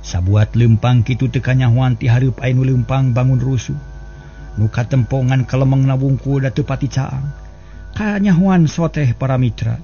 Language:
Sundanese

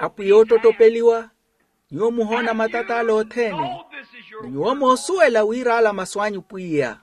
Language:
Makhuwa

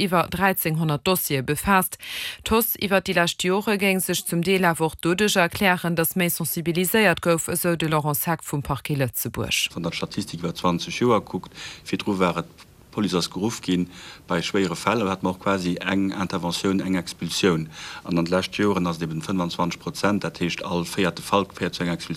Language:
Luxembourgish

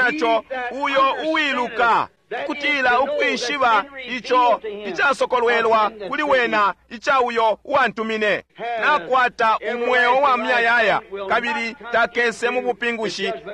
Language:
Bemba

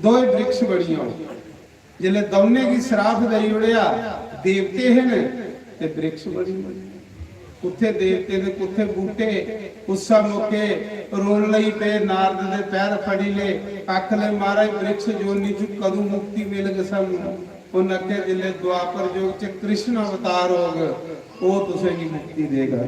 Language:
Dogri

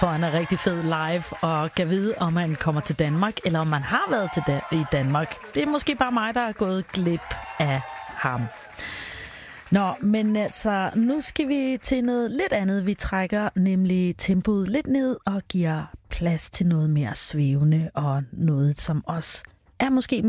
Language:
Danish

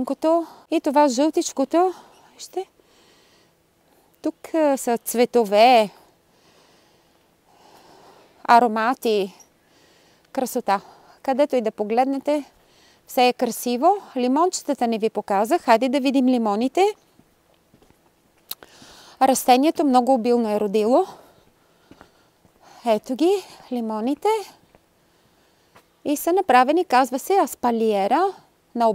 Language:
Bulgarian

